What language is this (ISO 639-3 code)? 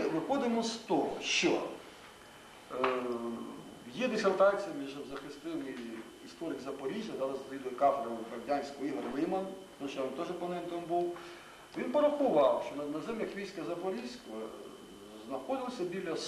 ukr